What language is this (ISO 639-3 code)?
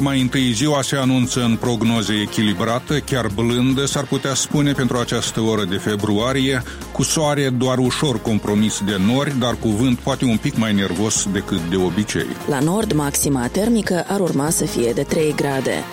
ron